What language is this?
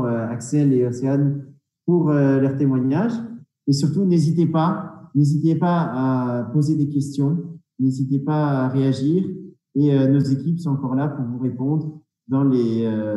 French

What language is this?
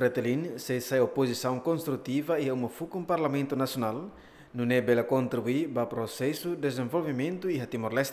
Tetum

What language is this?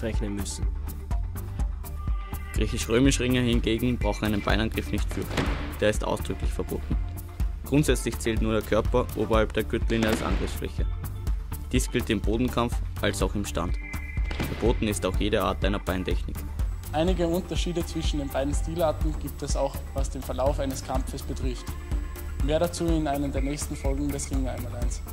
German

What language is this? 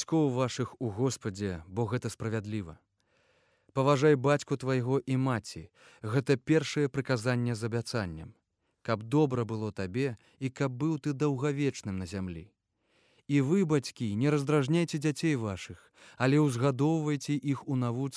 Belarusian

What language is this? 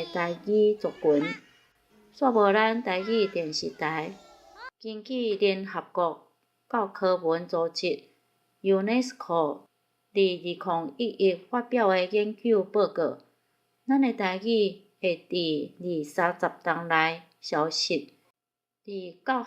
Min Nan Chinese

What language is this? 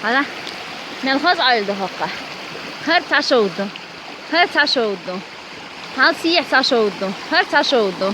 Chechen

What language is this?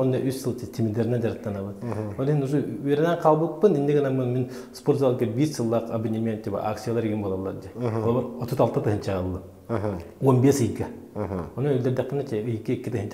Yakut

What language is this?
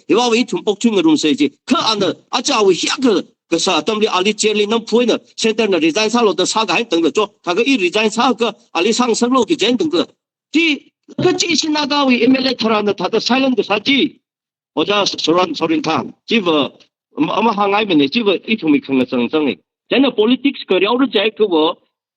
Tangkhul Naga (India)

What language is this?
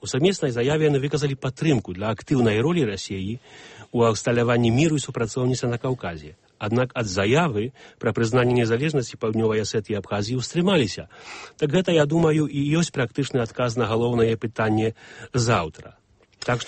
Belarusian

